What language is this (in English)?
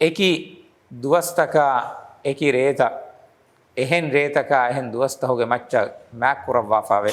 Divehi